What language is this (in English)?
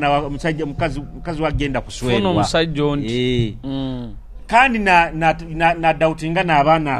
Nyoro